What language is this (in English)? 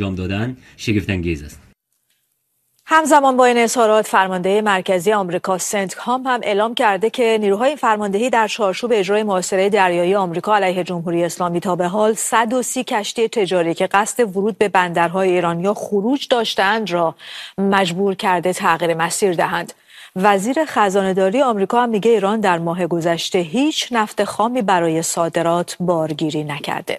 Persian